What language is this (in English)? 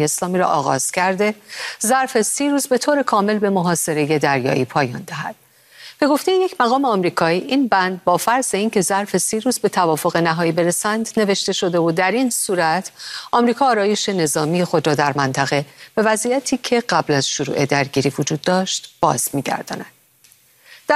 Persian